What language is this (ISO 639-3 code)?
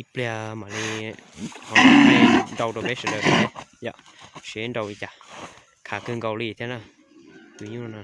hmn